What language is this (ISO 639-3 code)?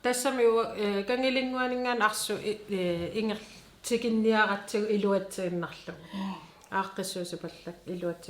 kal